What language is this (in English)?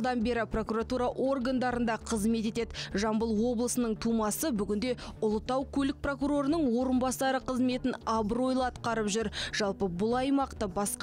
Kazakh